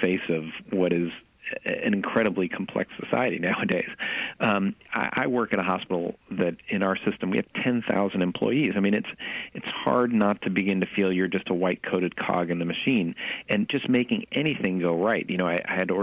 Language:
English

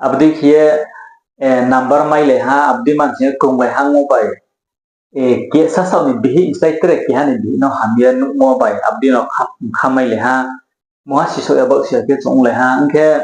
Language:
Riang (India)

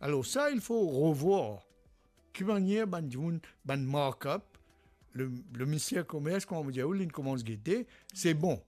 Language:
Morisyen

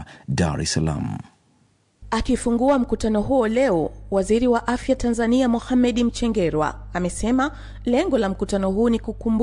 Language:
Swahili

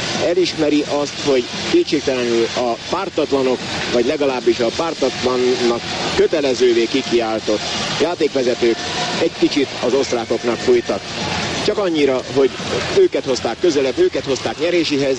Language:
Hungarian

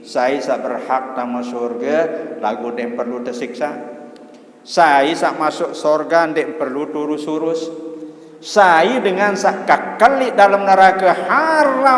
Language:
Sasak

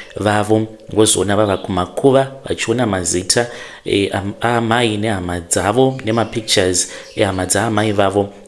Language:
Shona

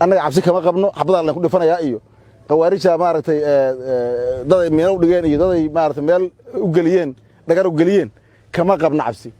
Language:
Somali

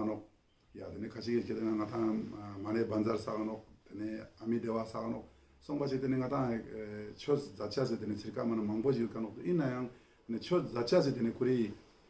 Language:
Ladakhi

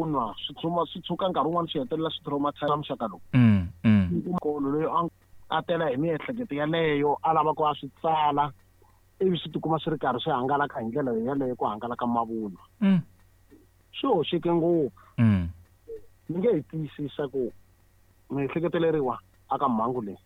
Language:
Tsonga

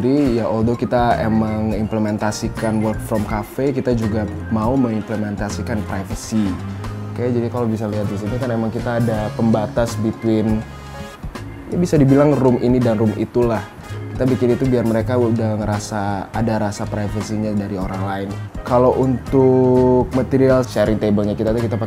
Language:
Indonesian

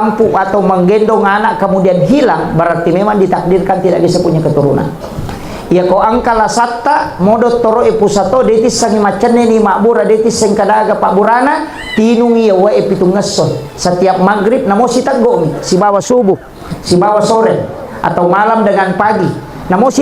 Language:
Buginese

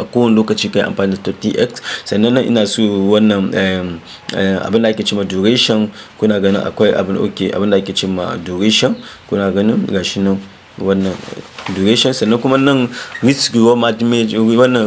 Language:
Hausa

